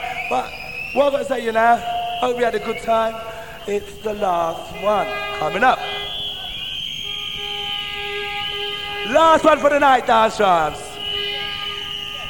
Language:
English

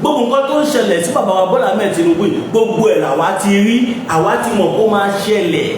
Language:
Yoruba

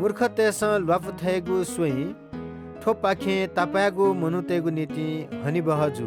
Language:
Newari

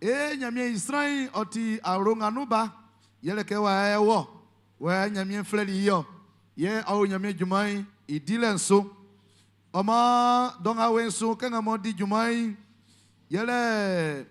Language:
Baoulé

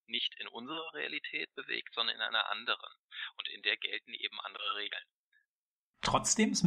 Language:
German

